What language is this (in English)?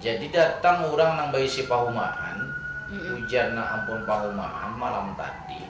Banjar